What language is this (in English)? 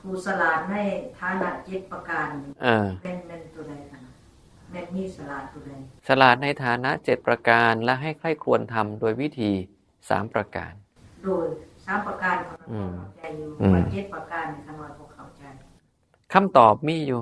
Northeastern Thai